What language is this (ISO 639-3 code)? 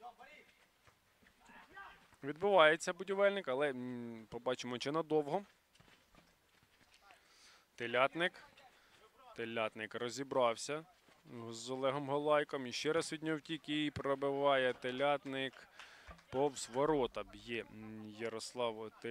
ukr